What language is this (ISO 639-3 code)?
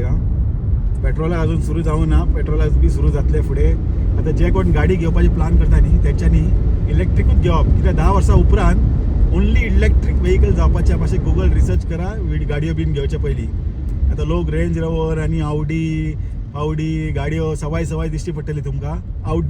kok